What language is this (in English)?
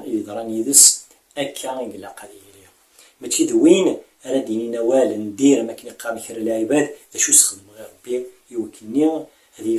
Kabyle